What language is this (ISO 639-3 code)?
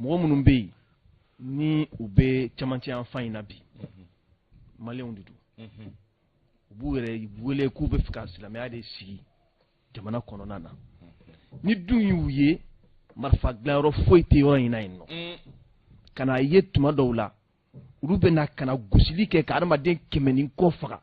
bam